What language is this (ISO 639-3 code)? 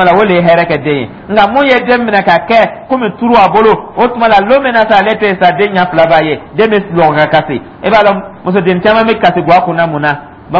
dyu